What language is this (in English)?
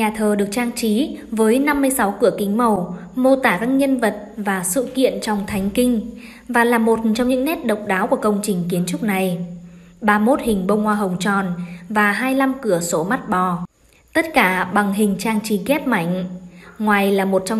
Vietnamese